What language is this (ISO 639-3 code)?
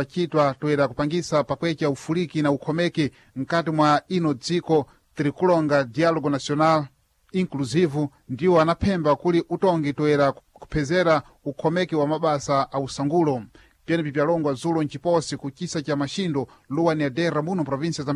seh